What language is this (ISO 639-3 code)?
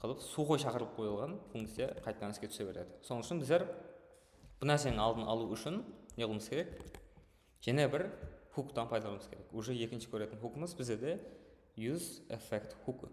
kaa